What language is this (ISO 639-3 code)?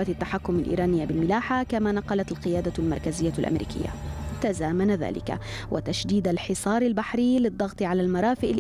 ara